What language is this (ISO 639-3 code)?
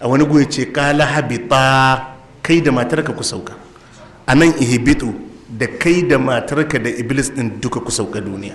hau